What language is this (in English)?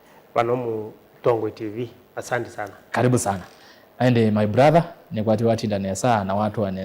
Kamba